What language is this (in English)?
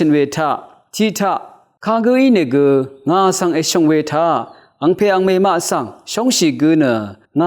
Rawang